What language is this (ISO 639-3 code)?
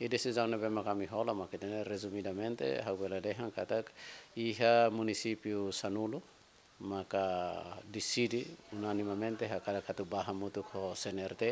tet